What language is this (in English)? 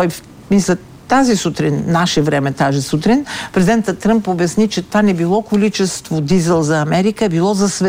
Bulgarian